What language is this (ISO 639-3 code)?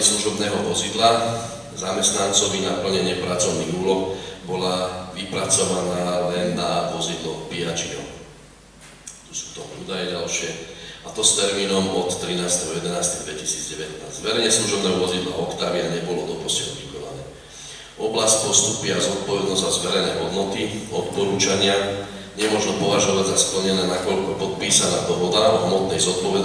slk